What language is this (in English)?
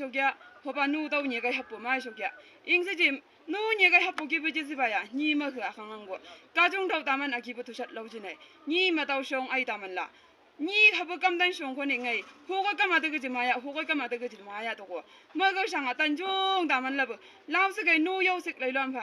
Chang Naga